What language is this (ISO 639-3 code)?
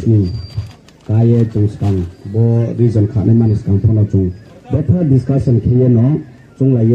ria